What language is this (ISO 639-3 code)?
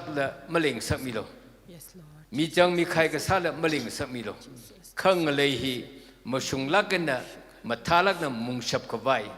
nmf